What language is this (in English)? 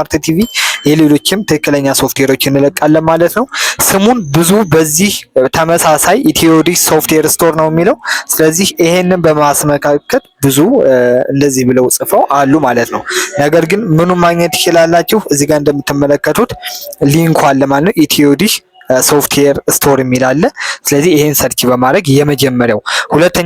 Amharic